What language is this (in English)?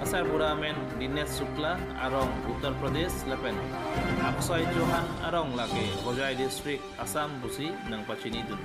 Karbi